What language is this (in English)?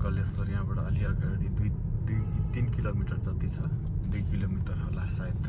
Nepali